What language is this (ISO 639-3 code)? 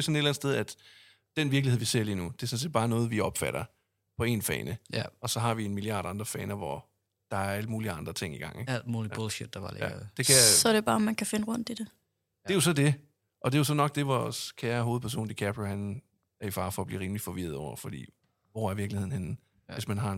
dan